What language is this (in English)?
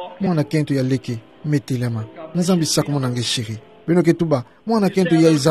Kituba (Democratic Republic of Congo)